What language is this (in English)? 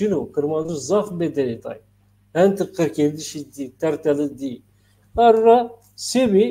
Zaza